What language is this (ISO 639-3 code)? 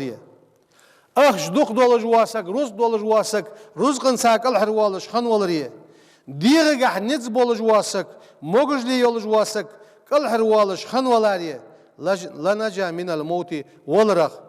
inh